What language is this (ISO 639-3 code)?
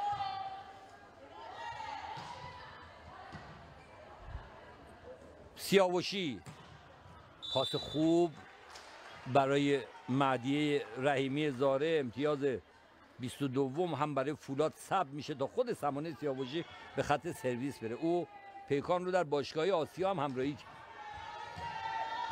fas